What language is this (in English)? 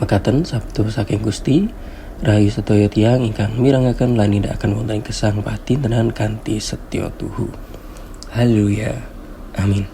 Javanese